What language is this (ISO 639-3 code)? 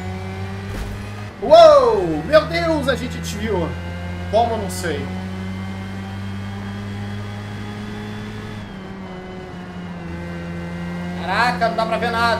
por